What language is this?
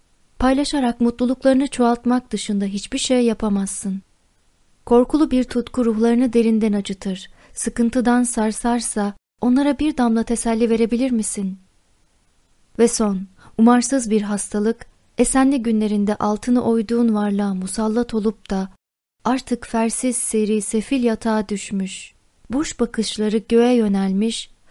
Turkish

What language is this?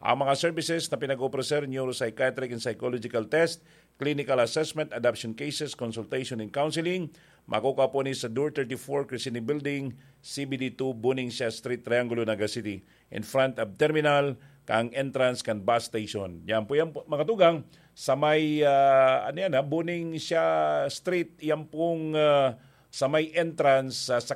Bikol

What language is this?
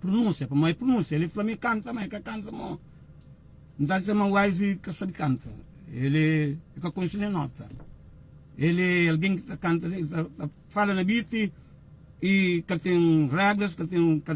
Kabuverdianu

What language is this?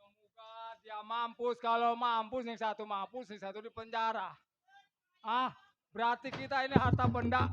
Betawi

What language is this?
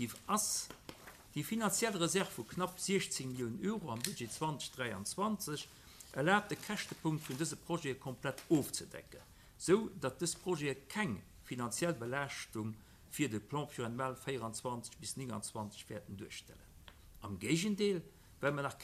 Luxembourgish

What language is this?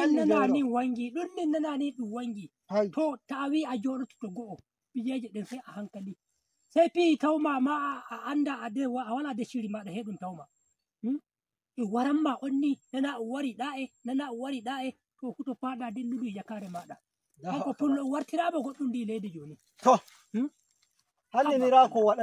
Nigerian Fulfulde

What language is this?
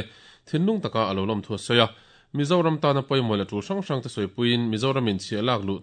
Mizo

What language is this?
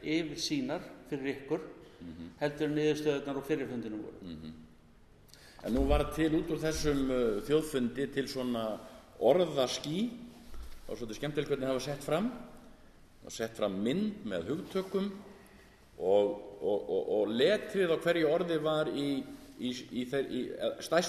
Icelandic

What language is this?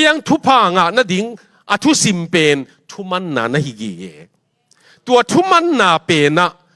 Tedim Chin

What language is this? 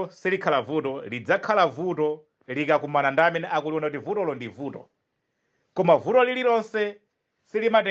Nyanja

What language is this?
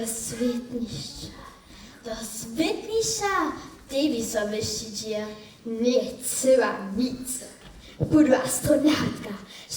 Upper Sorbian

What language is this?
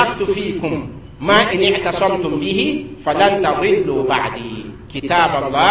Mossi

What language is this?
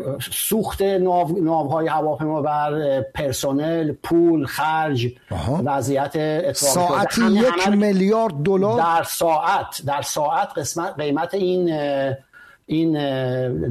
Persian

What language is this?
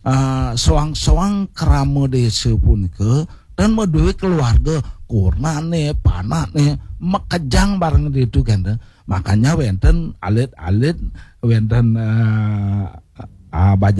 Balinese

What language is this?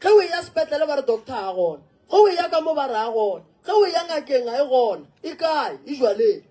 Northern Sotho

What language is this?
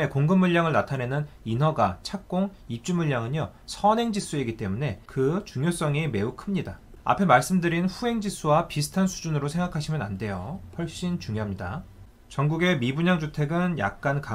Korean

